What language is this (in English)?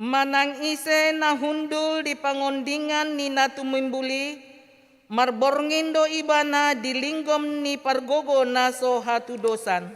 Batak Toba